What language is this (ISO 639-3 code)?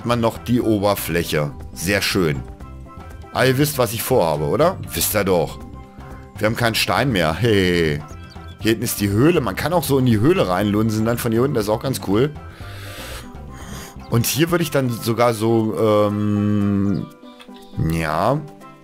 deu